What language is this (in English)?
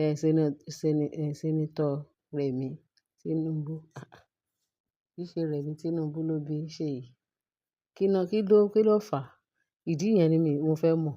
Yoruba